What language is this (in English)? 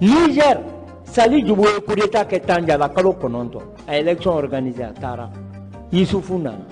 Bambara